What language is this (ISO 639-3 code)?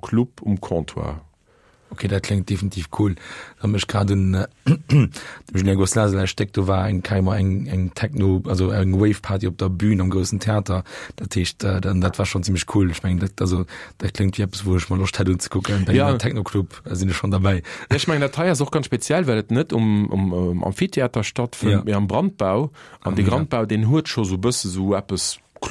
ltz